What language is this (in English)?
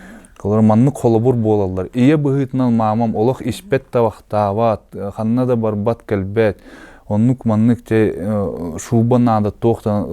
Yakut